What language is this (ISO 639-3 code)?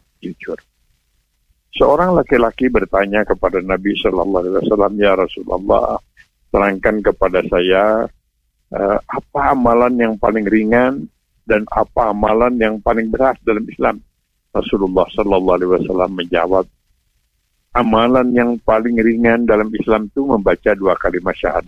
ind